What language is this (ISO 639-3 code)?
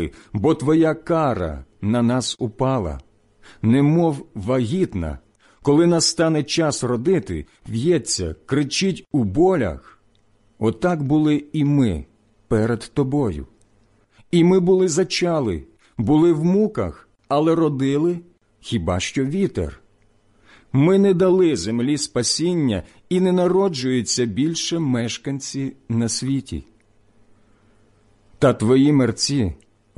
ukr